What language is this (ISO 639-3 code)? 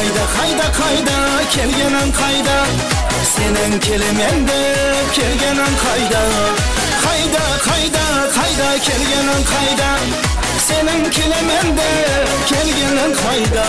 kaa